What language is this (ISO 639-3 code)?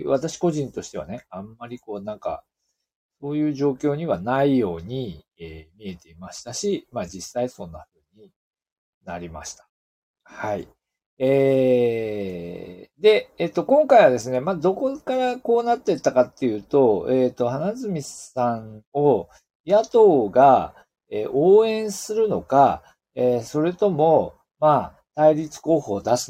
jpn